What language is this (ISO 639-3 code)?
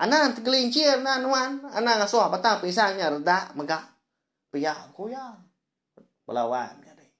iba